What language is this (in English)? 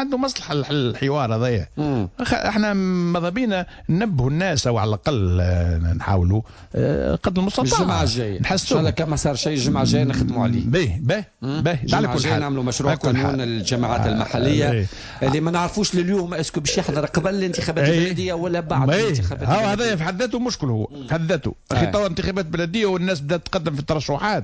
Tunisian Arabic